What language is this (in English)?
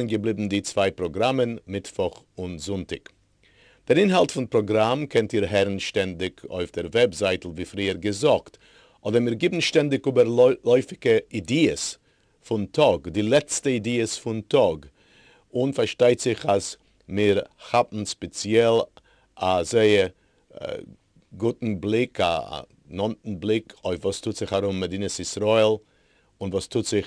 Yiddish